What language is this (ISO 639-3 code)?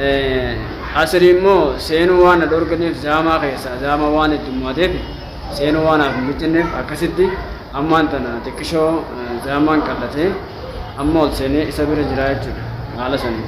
orm